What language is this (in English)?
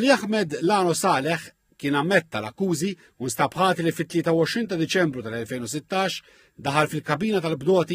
Maltese